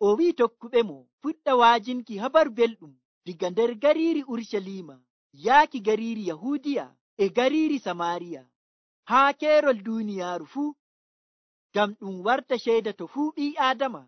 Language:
Nigerian Fulfulde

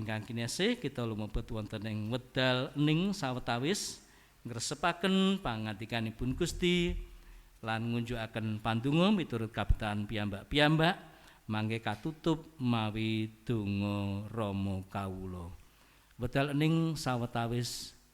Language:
Javanese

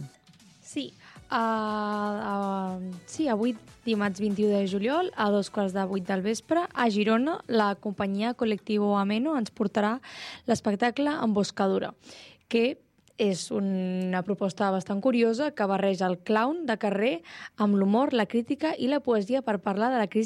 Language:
Catalan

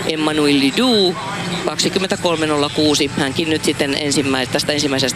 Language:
Finnish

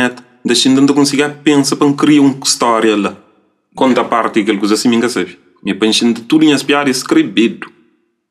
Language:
Kabuverdianu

